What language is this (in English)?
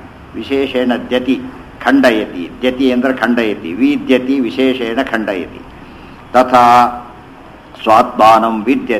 Kannada